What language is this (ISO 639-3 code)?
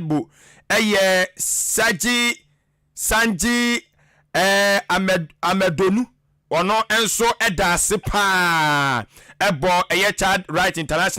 aka